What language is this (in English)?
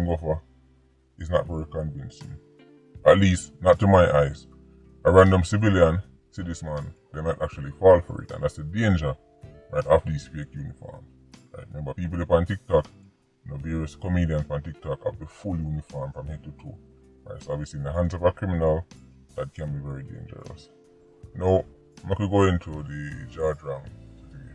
Jamaican Creole English